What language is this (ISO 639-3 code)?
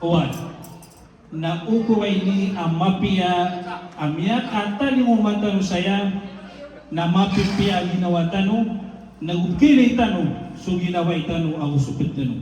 mrw